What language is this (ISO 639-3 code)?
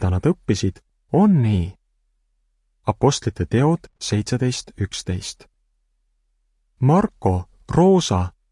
est